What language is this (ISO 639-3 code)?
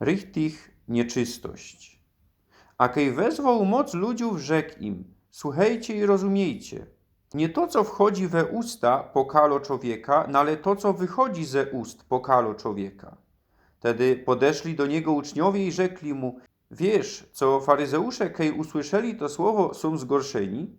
szl